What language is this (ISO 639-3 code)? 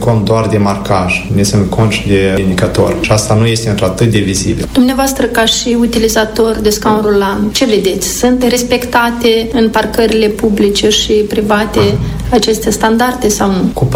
ron